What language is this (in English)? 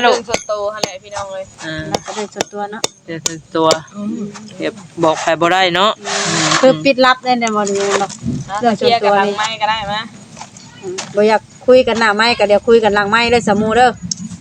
Northeastern Thai